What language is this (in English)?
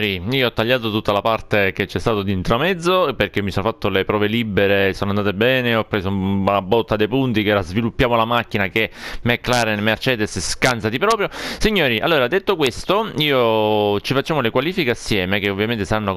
Italian